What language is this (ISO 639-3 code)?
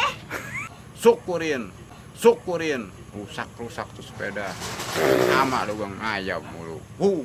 bew